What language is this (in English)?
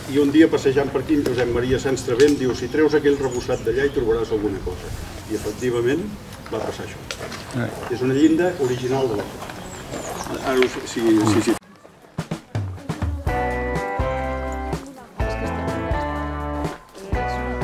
Catalan